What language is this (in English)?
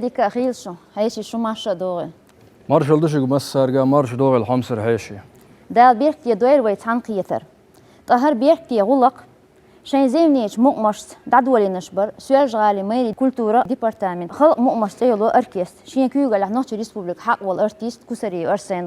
Chechen